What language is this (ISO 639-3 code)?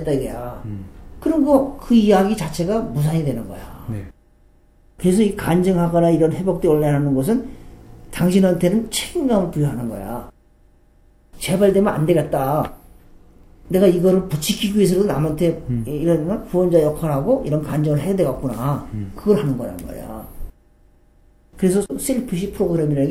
kor